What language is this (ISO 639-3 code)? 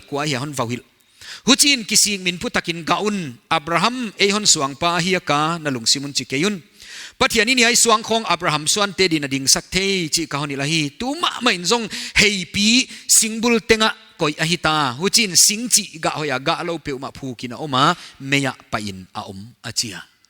pck